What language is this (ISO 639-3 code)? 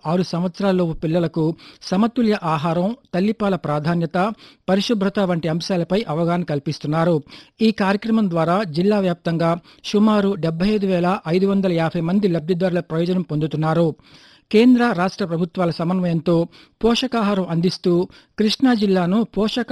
tel